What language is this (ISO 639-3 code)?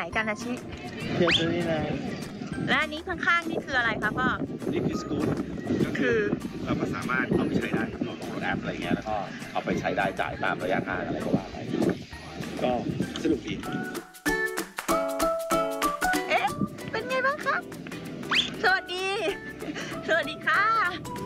tha